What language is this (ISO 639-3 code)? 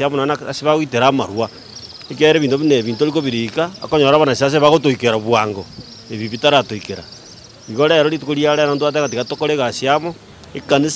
guz